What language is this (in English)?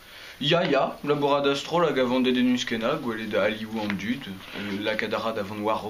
Breton